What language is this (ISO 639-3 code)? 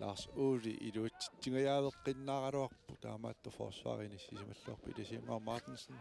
kal